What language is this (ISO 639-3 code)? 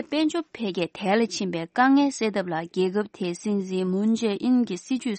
bod